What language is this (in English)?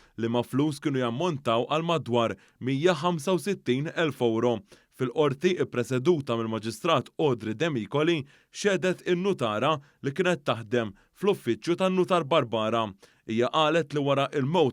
Maltese